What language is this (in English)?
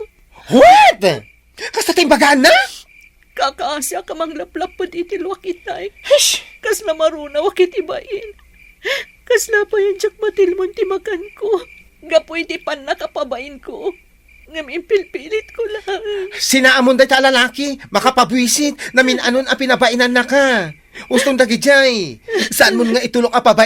Iloko